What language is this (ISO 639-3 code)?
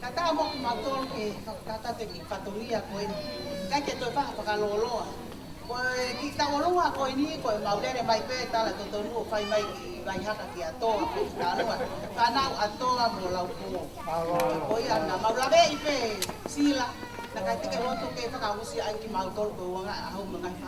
ton